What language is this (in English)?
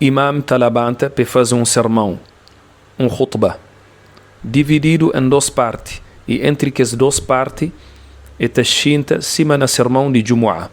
Kabuverdianu